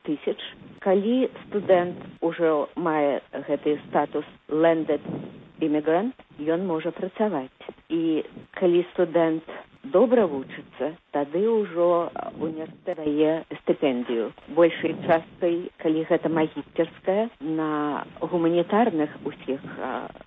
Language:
Belarusian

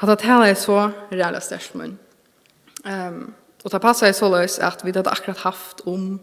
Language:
Faroese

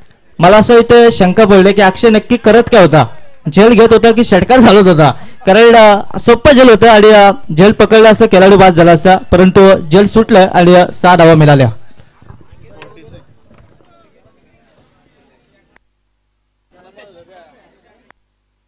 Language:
Marathi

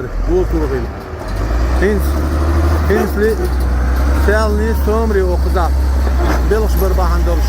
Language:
Chechen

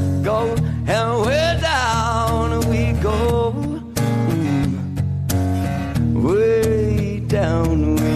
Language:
Afrikaans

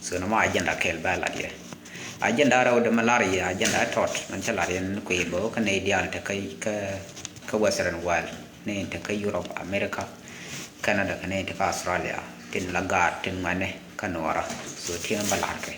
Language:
Nuer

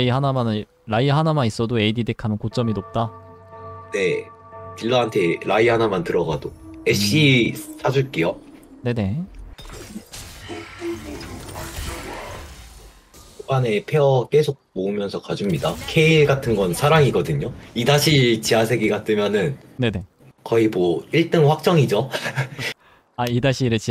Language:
Korean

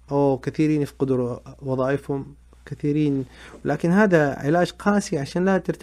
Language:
Najdi Arabic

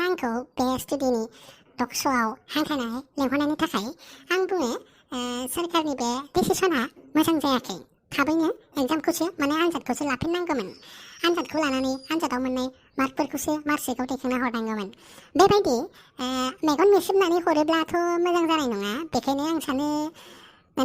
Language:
Bodo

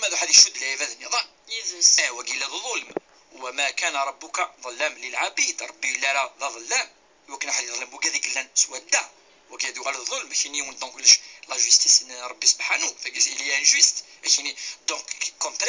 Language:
Kabyle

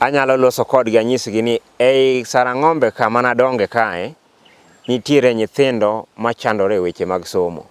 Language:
Luo (Kenya and Tanzania)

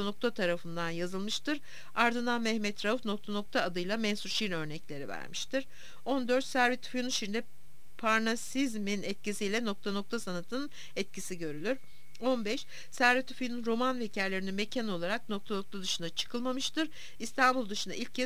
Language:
Turkish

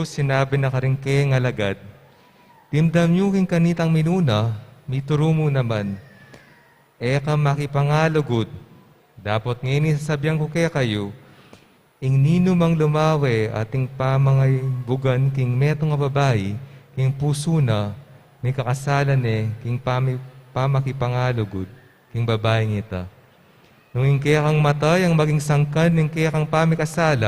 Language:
Pampanga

